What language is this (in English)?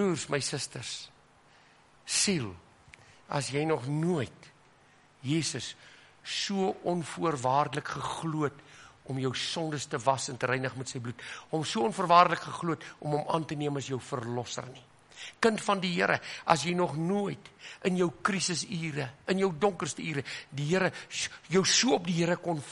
Afrikaans